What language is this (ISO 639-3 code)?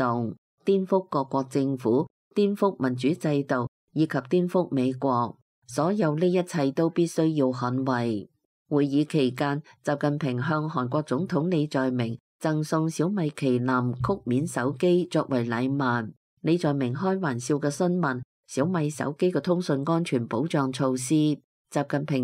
yue